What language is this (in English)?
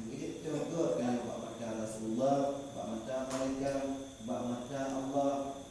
Achinese